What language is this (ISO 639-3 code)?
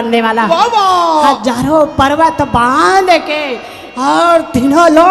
hne